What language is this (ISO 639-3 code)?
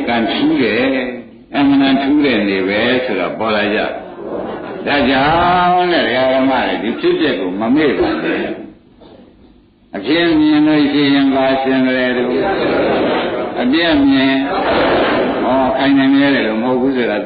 mya